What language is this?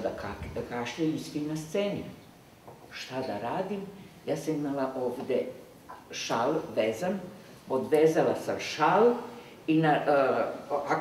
Serbian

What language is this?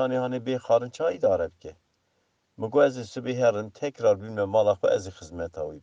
Kurdish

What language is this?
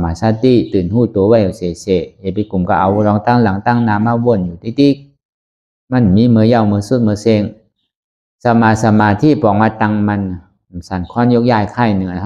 Shan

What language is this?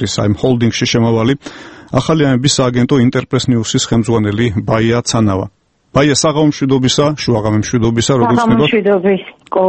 Georgian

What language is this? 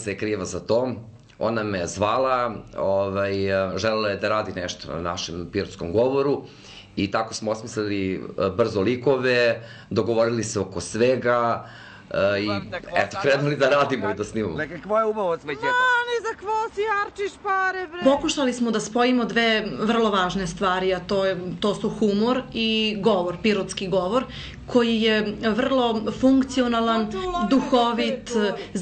Serbian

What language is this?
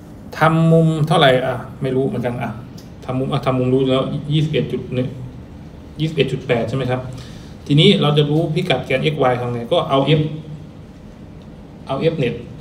Thai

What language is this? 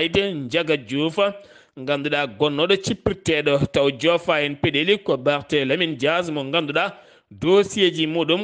Fula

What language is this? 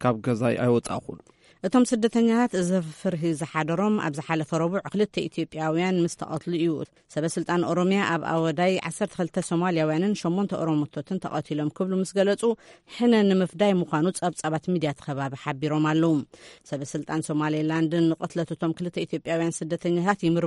Tigrinya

